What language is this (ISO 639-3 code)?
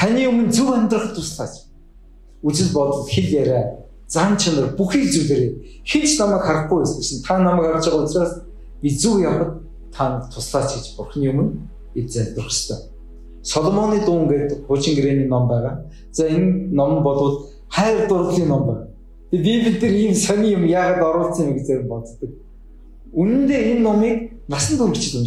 mon